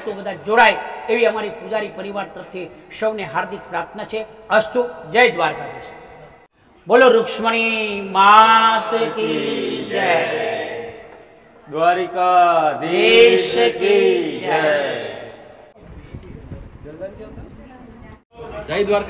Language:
Gujarati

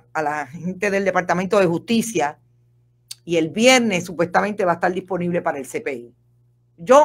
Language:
Spanish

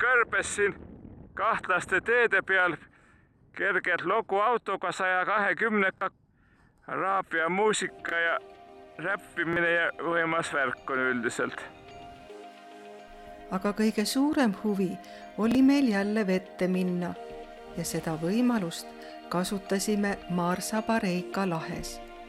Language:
Estonian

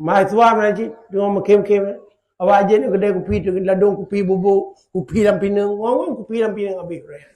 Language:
Achinese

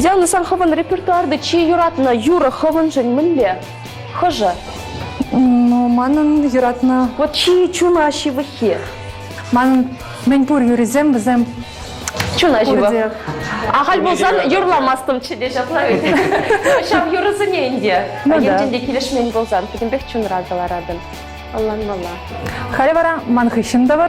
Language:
Chuvash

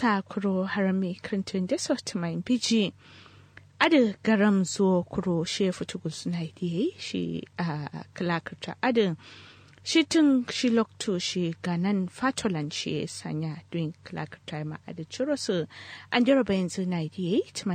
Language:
Kanuri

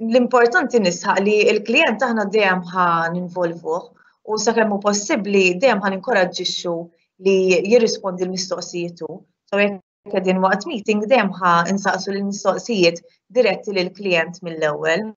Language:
Maltese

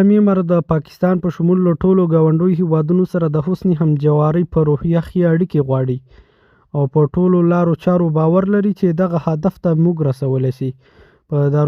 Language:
Pashto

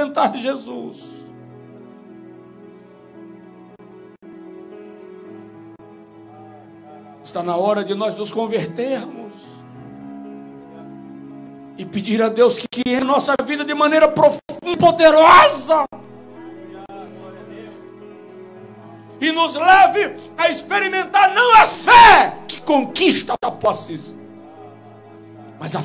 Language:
Portuguese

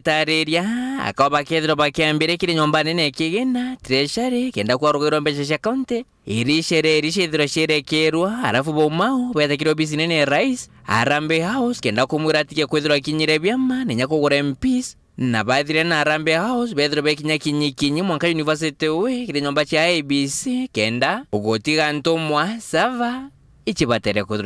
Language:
Meru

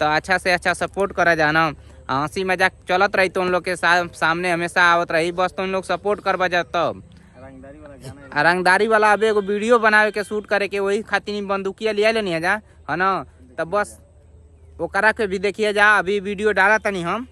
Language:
Bhojpuri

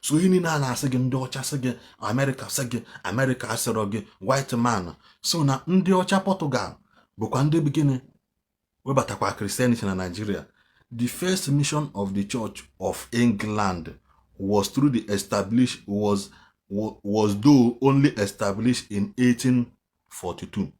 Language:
Igbo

